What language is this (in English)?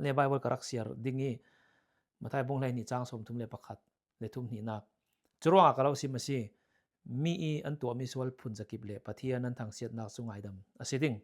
Falam Chin